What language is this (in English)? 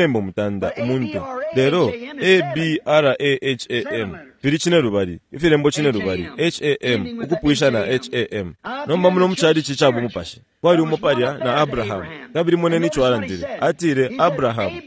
Bemba